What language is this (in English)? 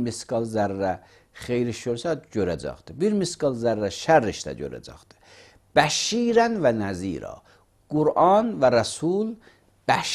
Azerbaijani